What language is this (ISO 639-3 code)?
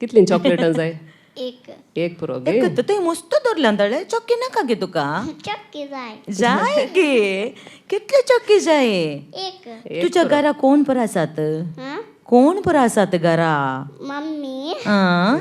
kok